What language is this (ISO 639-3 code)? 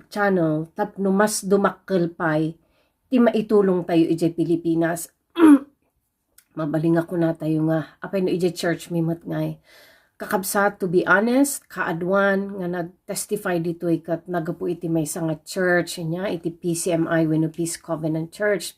ilo